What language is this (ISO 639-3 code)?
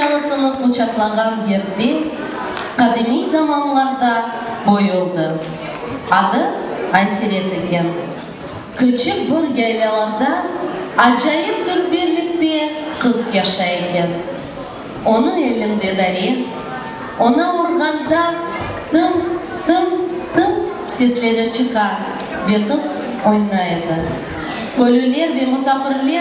crh